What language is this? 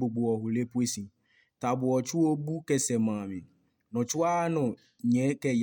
Adangme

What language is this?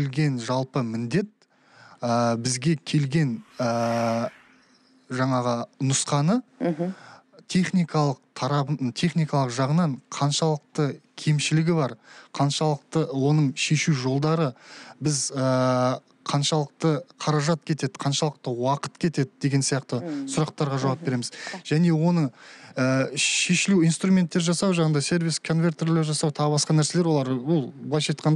Kazakh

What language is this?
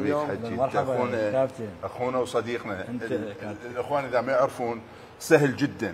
Mesopotamian Arabic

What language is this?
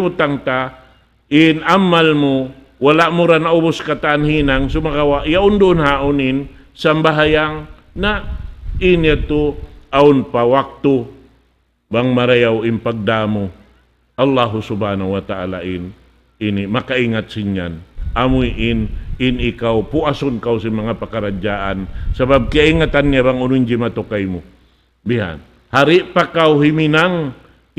Tausug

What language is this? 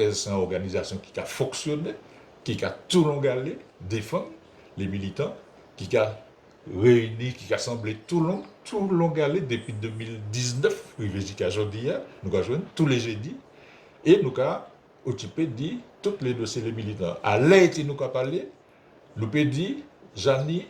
Guadeloupean Creole French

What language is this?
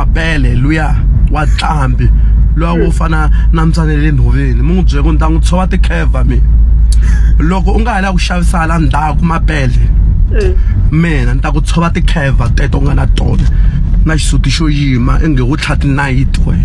Tsonga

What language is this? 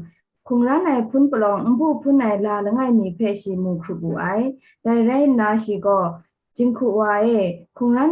Kachin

